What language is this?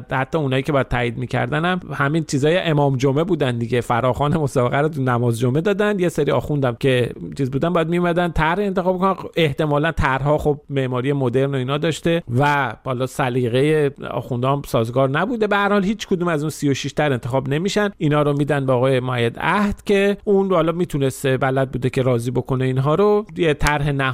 Persian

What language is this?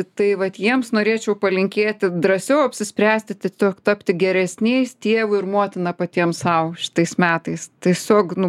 Lithuanian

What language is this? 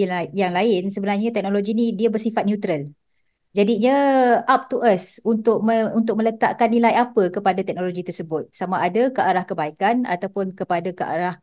Malay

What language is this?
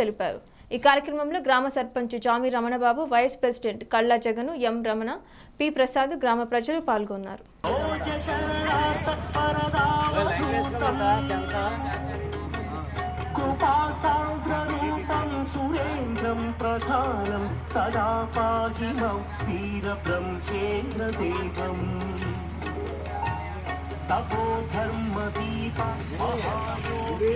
Telugu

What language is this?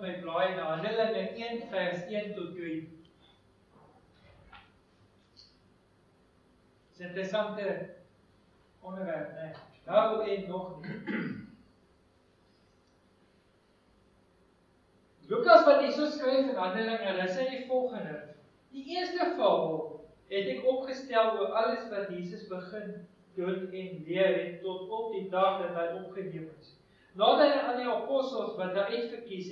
Afrikaans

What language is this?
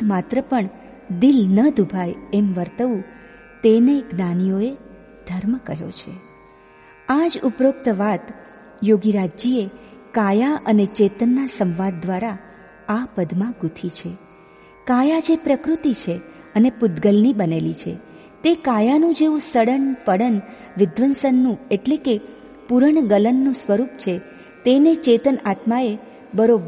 Gujarati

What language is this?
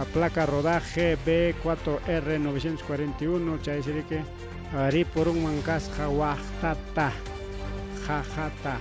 Ayacucho Quechua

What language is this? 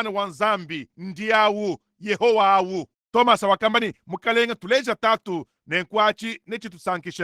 Luba-Lulua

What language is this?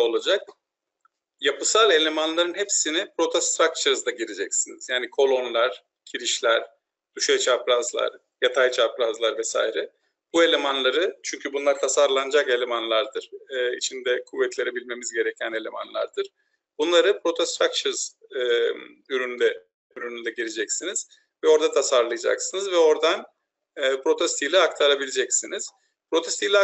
Turkish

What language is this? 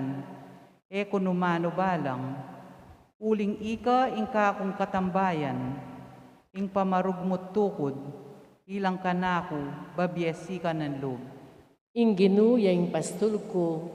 Pampanga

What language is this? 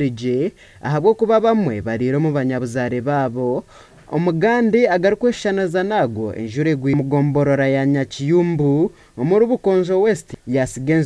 Nyankole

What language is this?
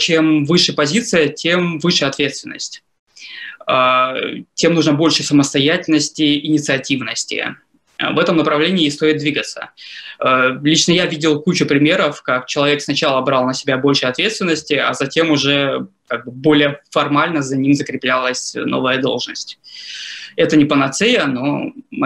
Russian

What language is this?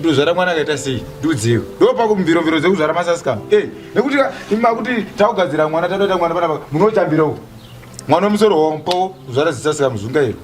Shona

